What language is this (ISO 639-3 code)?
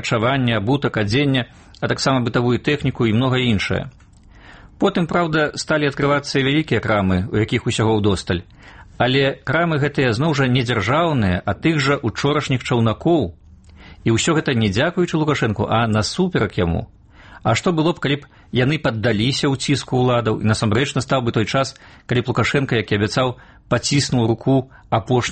bel